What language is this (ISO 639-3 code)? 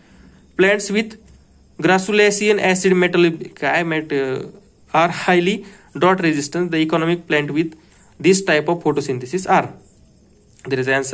mar